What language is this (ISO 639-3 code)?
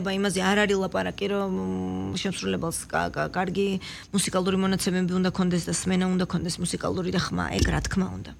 kat